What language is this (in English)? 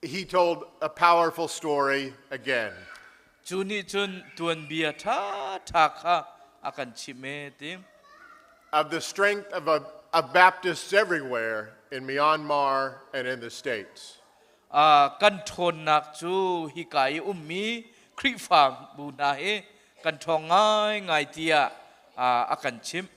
Hakha Chin